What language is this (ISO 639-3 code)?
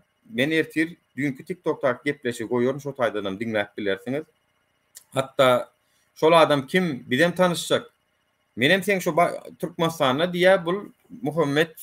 tuk